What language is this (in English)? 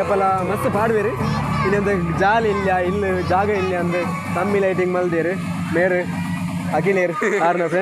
Tulu